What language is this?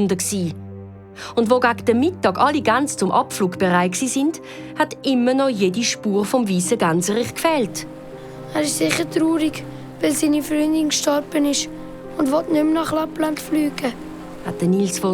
Swiss German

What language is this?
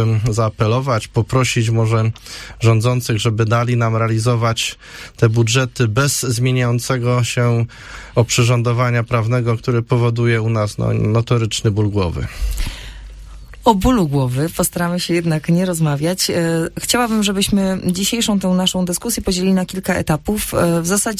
Polish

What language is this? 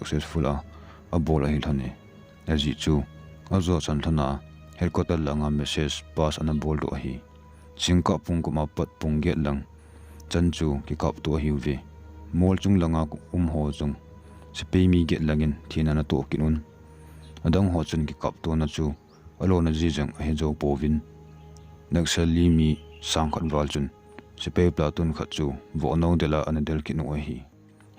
Thado Chin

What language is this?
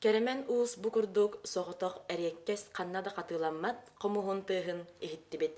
Yakut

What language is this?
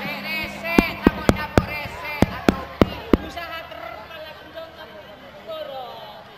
Madurese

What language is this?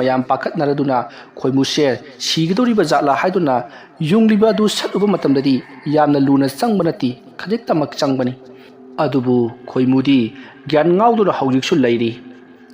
Manipuri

